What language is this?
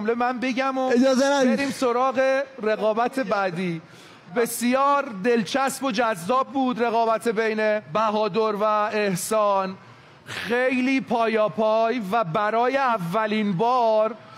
Persian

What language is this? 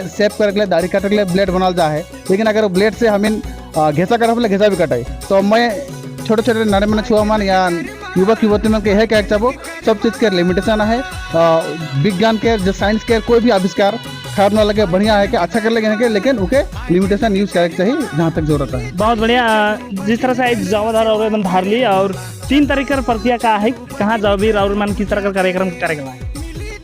Sadri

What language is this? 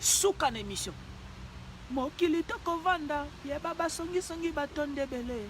Lingala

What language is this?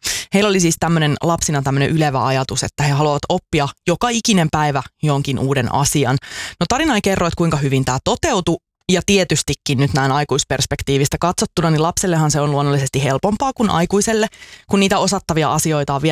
Finnish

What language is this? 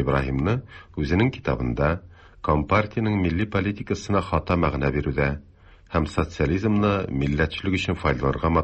Tatar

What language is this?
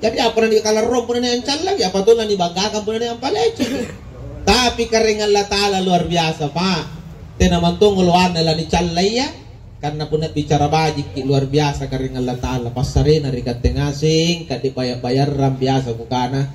Makasar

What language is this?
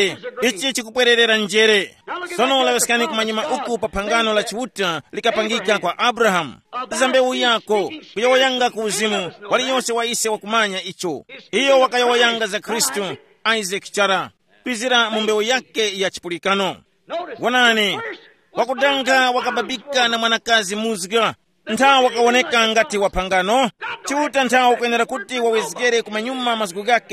Tumbuka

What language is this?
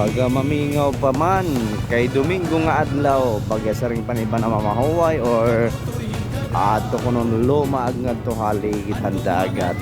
Waray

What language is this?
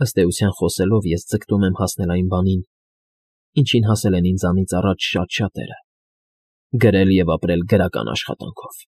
Armenian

